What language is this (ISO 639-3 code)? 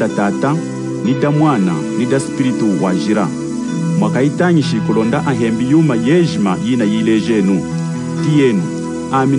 lun